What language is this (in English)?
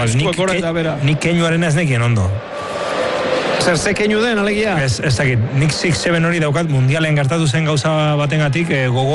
Basque